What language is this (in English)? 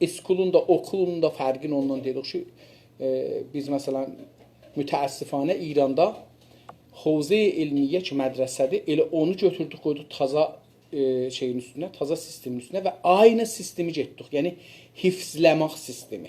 South Azerbaijani